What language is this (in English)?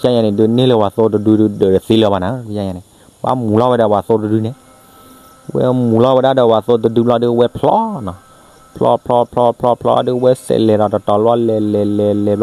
S'gaw Karen